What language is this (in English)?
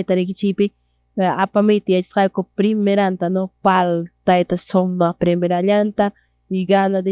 Quechua